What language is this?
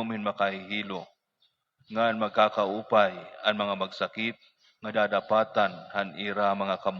Waray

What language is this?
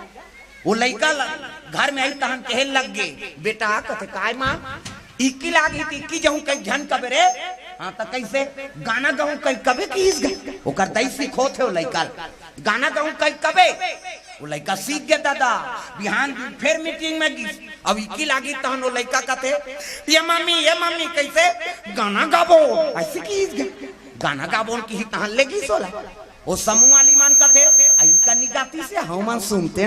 Chhattisgarhi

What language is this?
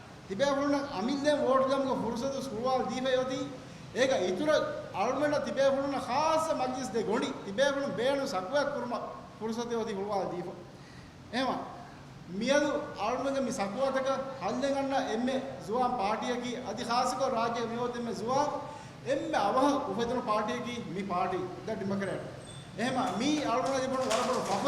Divehi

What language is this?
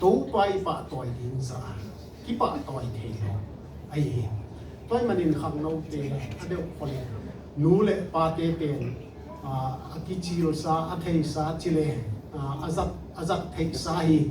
Tedim Chin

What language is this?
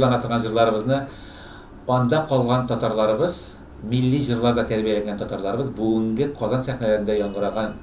Tatar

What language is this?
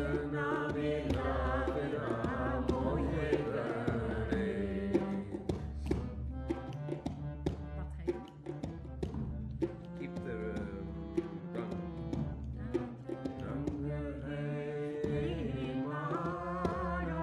Hindi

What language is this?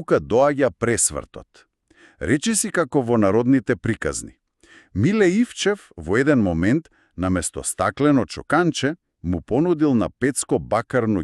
Macedonian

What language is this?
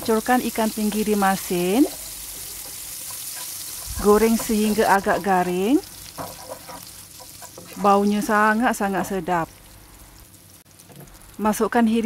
Malay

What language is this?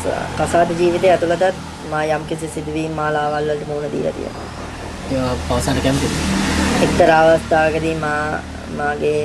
Sinhala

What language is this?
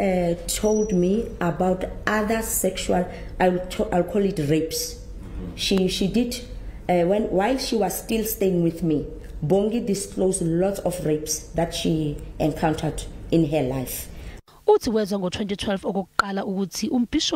Zulu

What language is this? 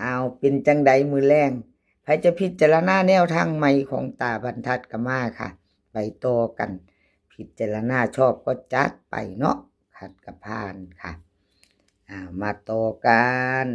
Northeastern Thai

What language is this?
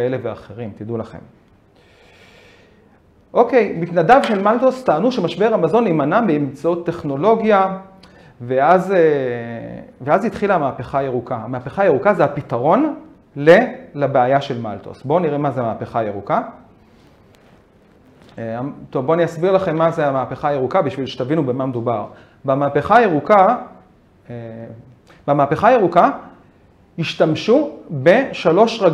Hebrew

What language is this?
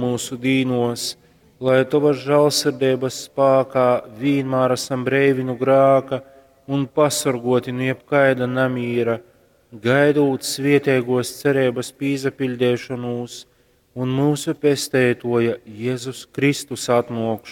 Latgalian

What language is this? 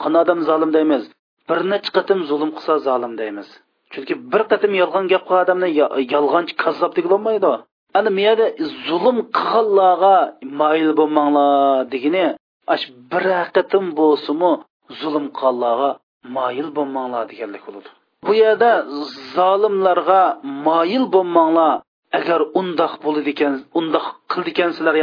Uyghur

